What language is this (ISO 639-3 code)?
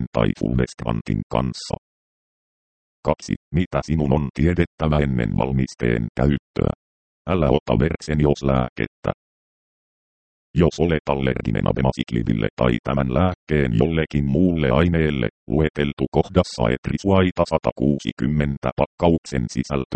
fin